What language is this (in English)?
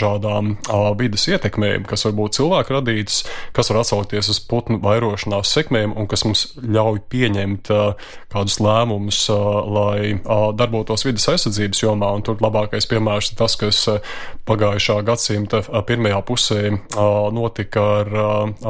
Latvian